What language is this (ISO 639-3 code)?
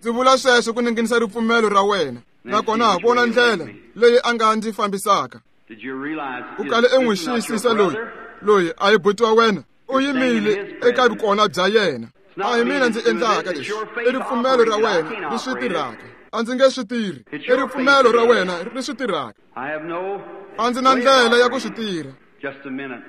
tso